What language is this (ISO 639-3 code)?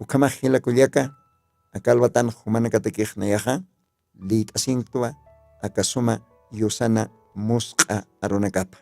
aym